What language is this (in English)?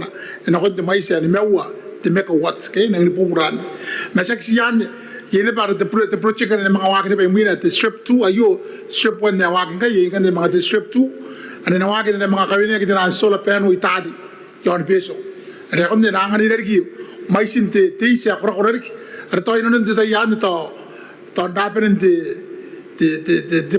Gilbertese